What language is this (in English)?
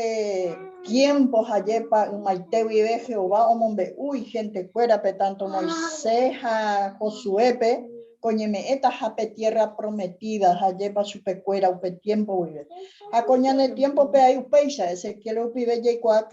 Guarani